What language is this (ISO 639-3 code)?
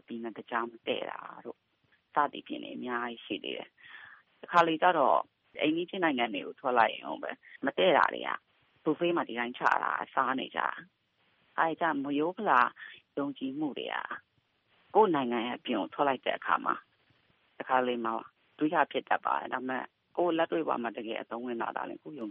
mya